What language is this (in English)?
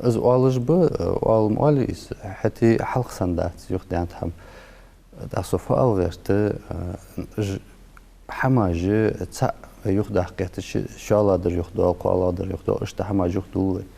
Ingush